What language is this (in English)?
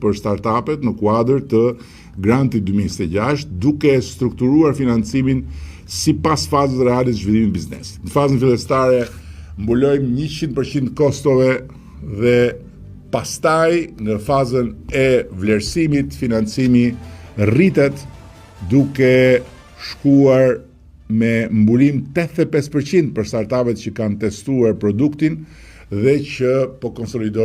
Albanian